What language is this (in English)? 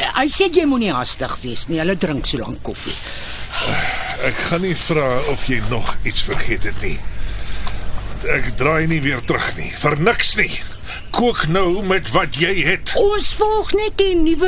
Afrikaans